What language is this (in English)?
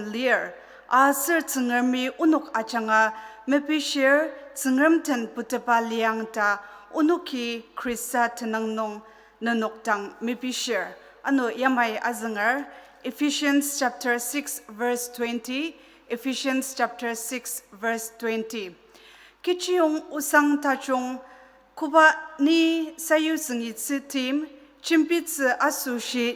Ao Naga